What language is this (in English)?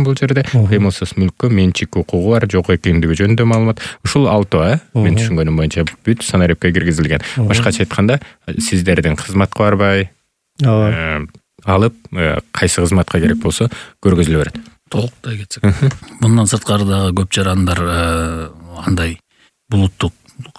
Kyrgyz